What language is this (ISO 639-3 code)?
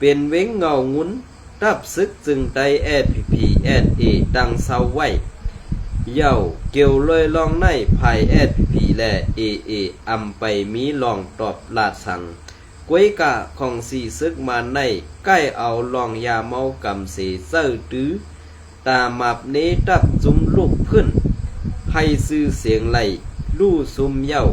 shn